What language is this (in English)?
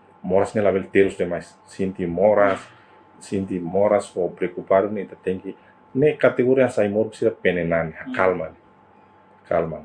Tetum